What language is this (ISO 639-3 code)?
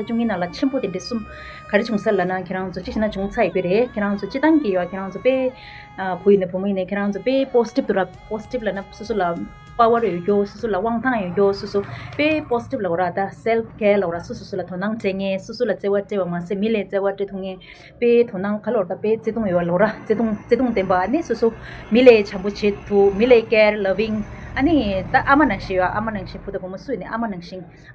bod